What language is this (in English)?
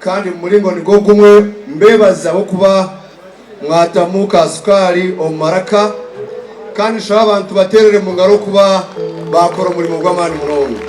Nyankole